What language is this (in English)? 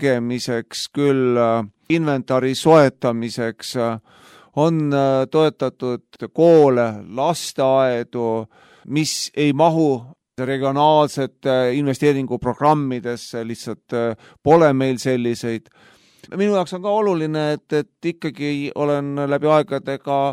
Estonian